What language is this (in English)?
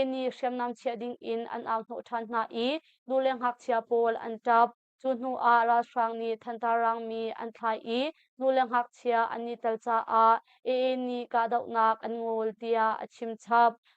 Hakha Chin